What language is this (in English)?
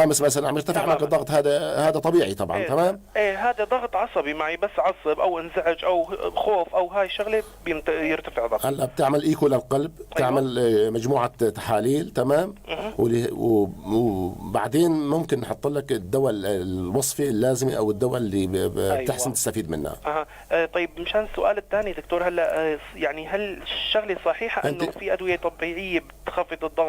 North Levantine Arabic